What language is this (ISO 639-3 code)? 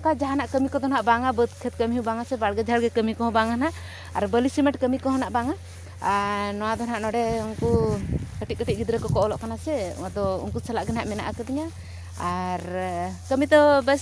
sat